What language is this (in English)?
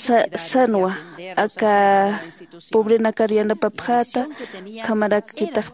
Aymara